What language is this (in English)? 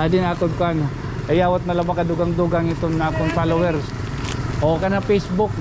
Waray